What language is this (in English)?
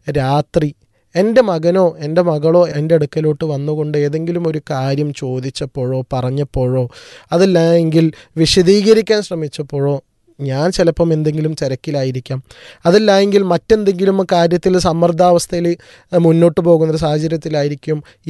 Malayalam